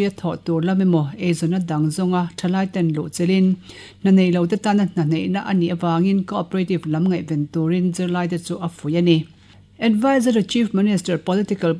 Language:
Mizo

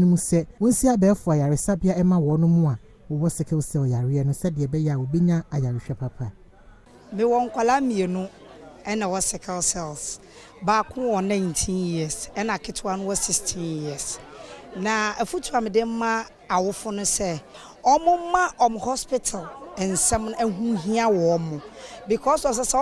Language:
Akan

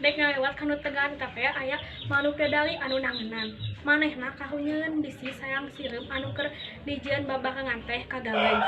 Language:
Sundanese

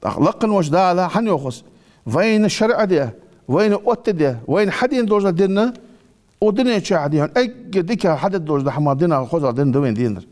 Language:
Ingush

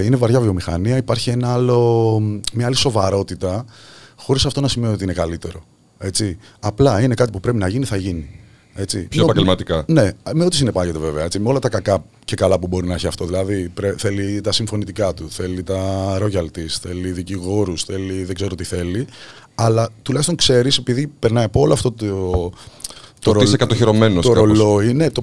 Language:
Greek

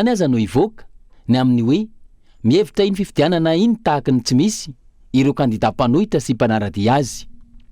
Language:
Malagasy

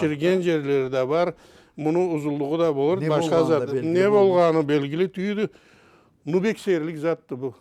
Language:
Karachay-Balkar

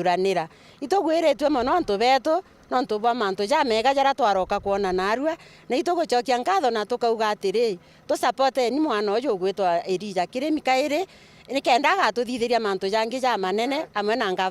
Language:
Meru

